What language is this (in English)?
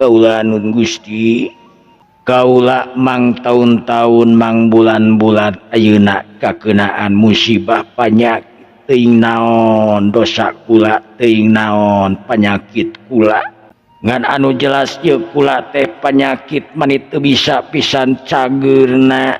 Sundanese